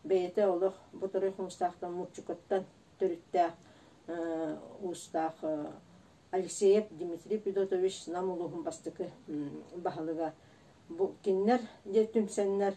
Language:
Yakut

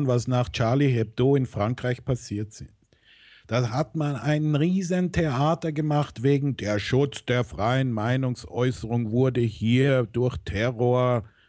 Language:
German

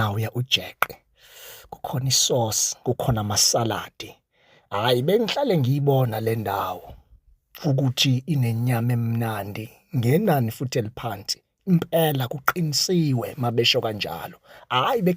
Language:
Zulu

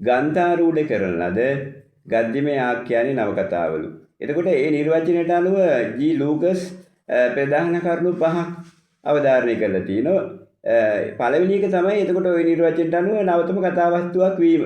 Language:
Sinhala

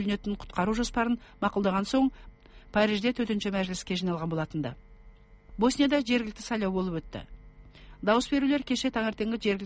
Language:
Kazakh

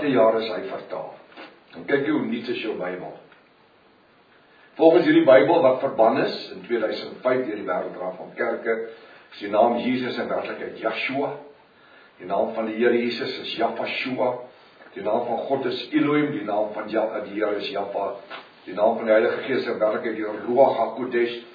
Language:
Afrikaans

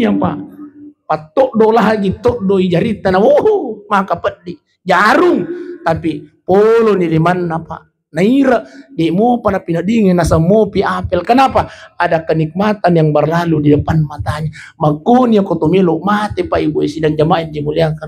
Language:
Buginese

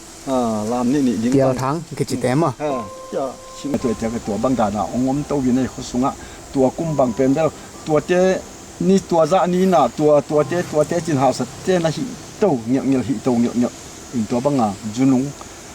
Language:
Tedim Chin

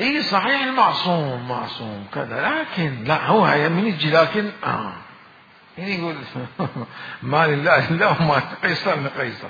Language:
Mesopotamian Arabic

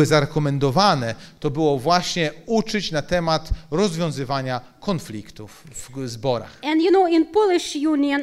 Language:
Polish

